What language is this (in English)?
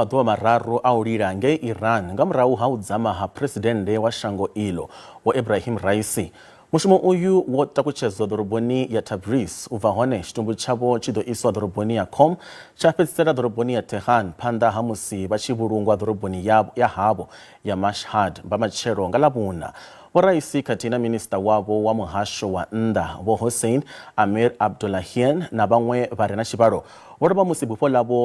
Venda